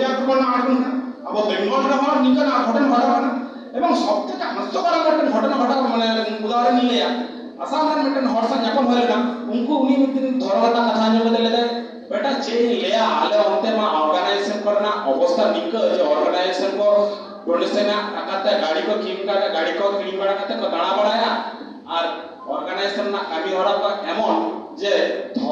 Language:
Santali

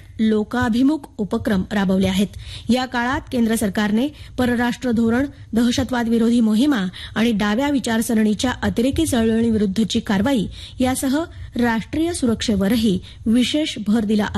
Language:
Marathi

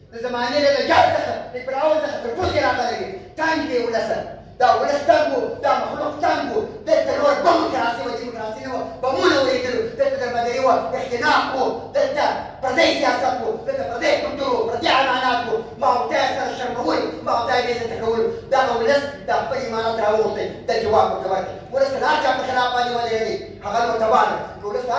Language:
Pashto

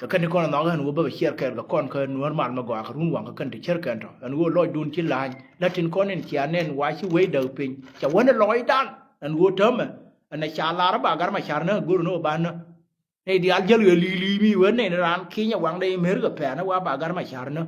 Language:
Nuer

